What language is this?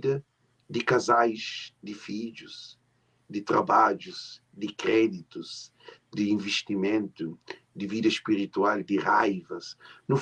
Kabuverdianu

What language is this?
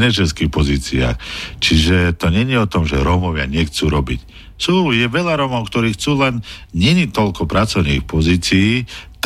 Slovak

